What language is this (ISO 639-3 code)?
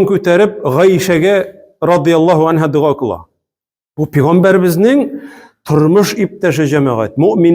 tat